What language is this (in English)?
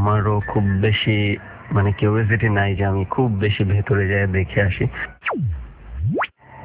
Bangla